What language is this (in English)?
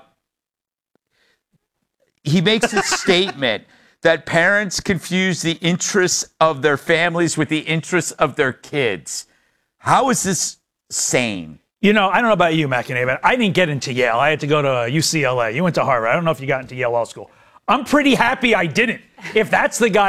English